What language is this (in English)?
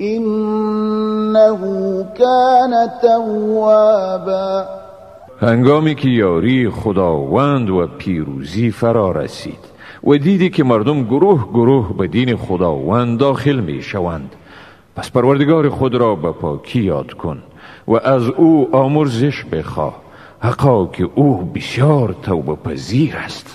Tajik